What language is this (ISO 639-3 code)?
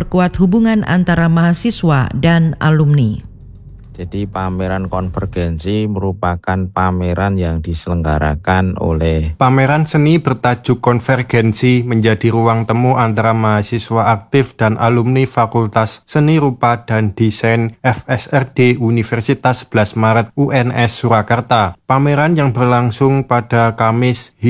ind